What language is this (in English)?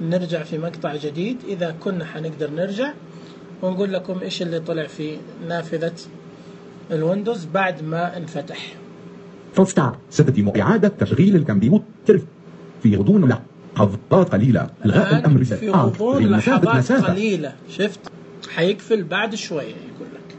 Najdi Arabic